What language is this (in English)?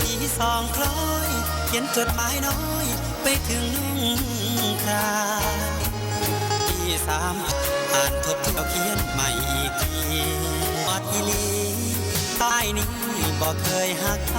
Northeastern Thai